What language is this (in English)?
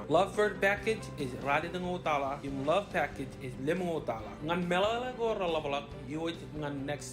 Marshallese